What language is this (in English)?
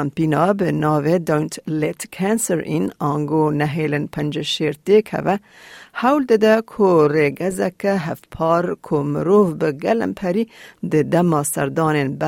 Kurdish